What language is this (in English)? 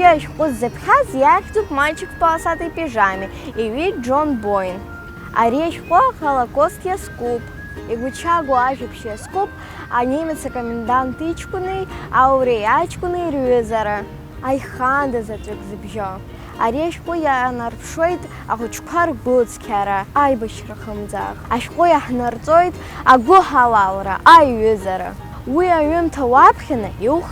Abkhazian